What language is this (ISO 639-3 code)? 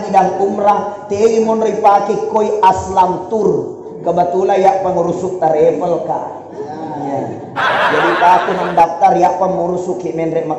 bug